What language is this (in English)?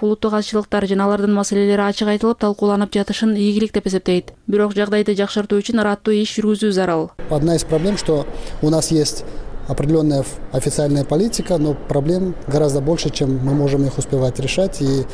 Kyrgyz